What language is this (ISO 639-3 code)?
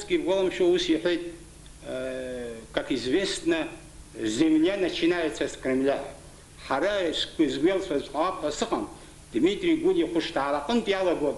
abk